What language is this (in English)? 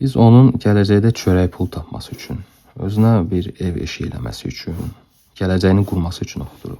Azerbaijani